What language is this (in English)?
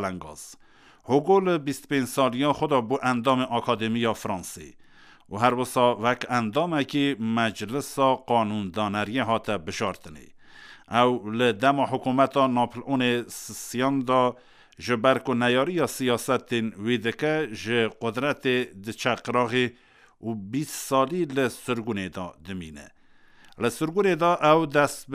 Kurdish